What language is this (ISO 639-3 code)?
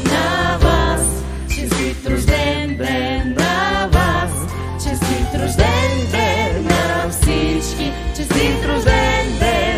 bul